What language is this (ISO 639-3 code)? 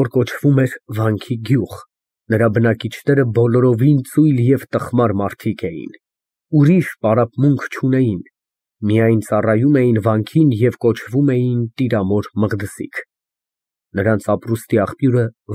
hye